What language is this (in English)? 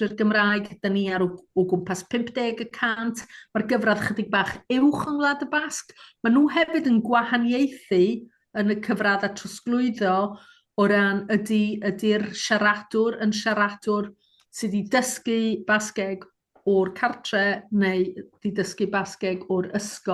Welsh